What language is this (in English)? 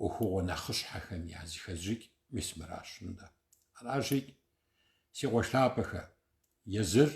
Kabardian